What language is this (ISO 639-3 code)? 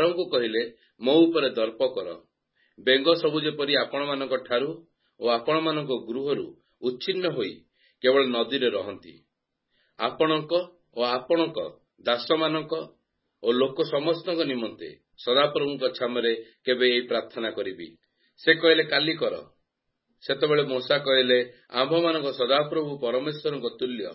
ori